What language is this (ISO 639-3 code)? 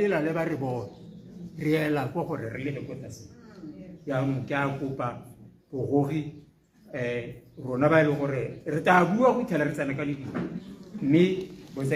tsn